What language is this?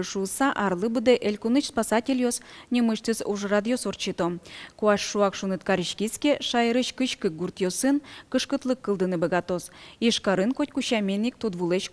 Udmurt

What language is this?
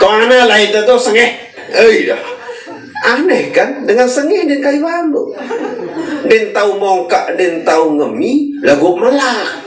Sasak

